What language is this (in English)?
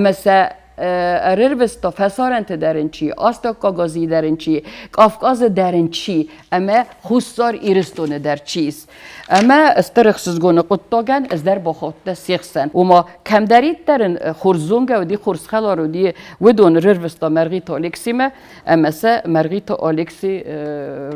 Ossetic